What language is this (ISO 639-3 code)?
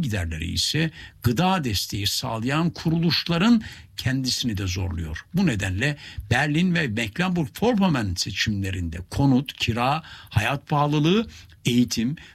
tur